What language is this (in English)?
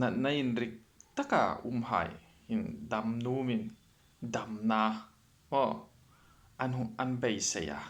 Hmar